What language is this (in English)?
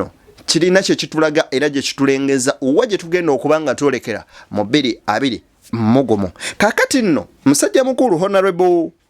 Ganda